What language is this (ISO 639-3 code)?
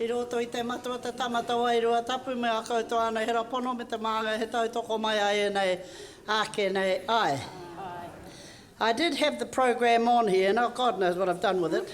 mri